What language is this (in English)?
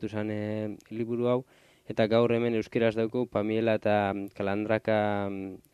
Basque